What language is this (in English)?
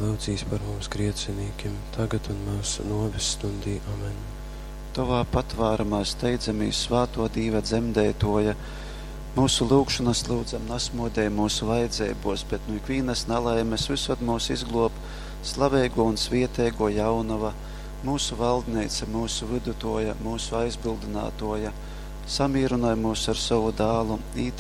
Latgalian